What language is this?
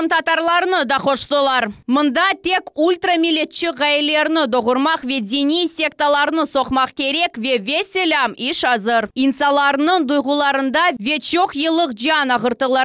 Crimean Tatar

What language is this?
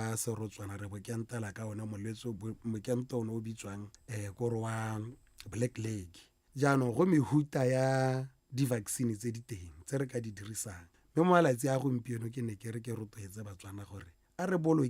Tswana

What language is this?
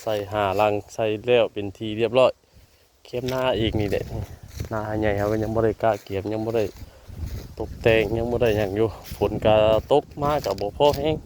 Northeastern Thai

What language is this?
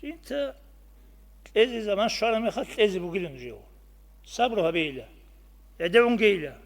Avaric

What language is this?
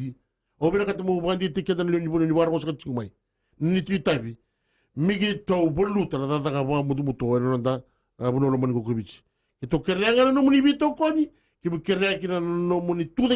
Fijian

